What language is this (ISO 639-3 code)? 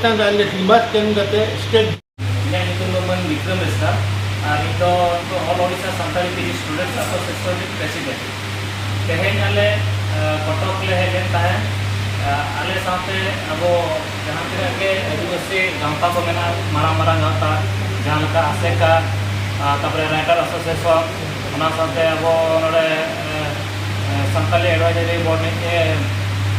sat